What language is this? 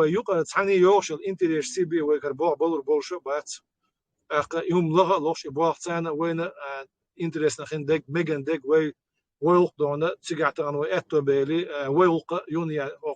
Chechen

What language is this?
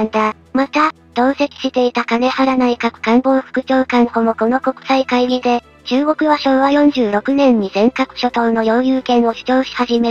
Japanese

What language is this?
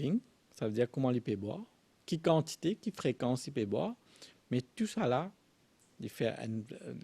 Morisyen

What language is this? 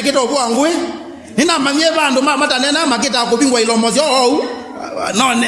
Kamba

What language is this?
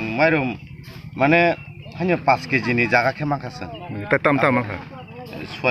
Kok Borok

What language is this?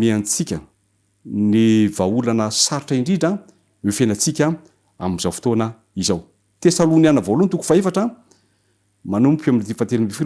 Malagasy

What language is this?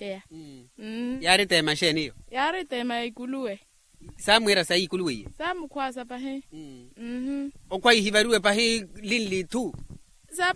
Makhuwa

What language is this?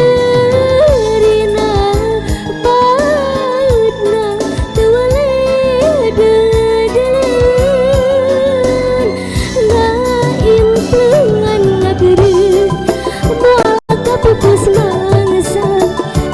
Sundanese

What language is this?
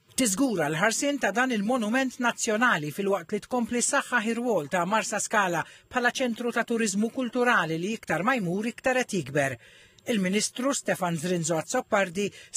Maltese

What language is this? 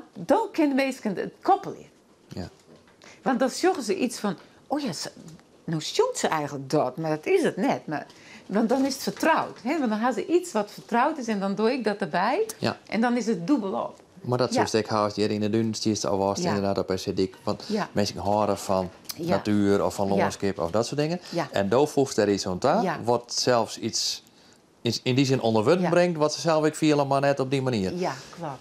Western Frisian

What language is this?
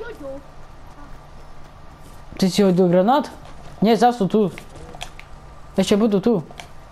Slovak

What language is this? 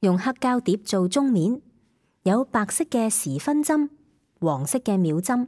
Cantonese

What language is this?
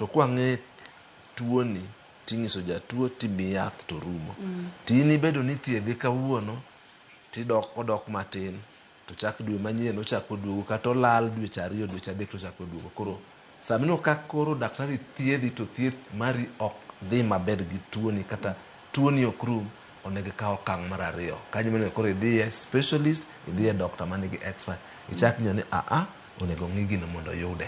Luo (Kenya and Tanzania)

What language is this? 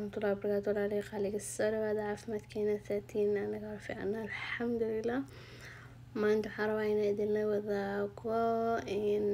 Somali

